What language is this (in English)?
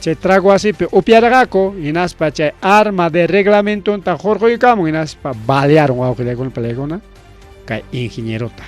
Ayacucho Quechua